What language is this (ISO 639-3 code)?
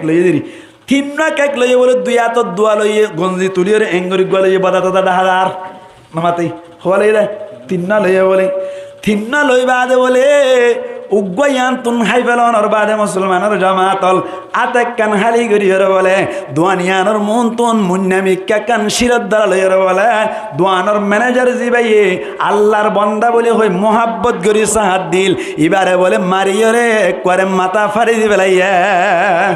rhg